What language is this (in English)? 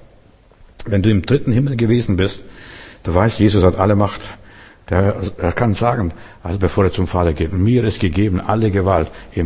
German